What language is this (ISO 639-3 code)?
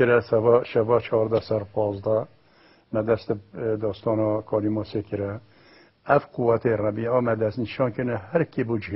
kur